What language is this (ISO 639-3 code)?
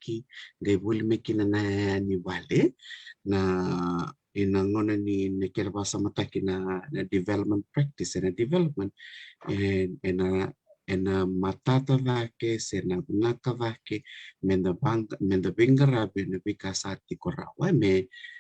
fij